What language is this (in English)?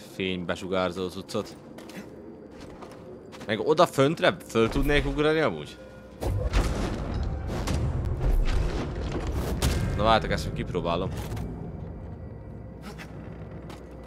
Hungarian